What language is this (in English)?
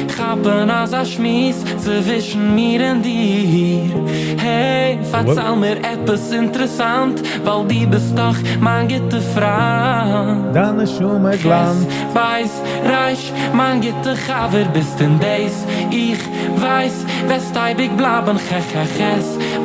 Yiddish